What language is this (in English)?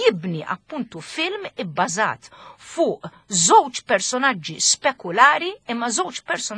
Maltese